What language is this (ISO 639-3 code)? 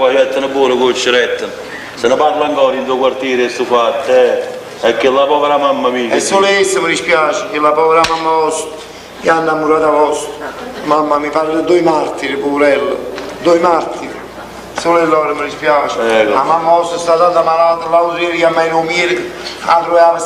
nap